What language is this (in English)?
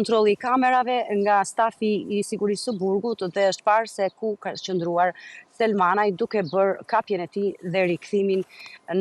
Albanian